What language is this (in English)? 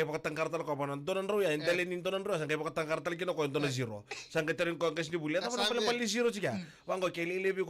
Fijian